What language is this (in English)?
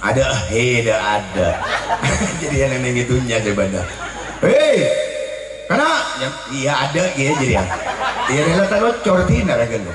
Madurese